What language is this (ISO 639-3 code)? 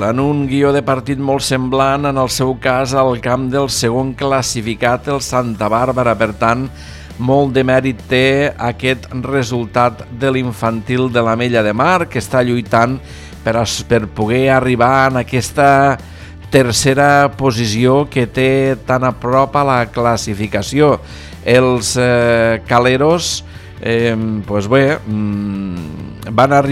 cat